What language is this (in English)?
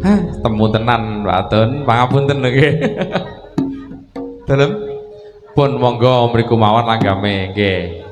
Javanese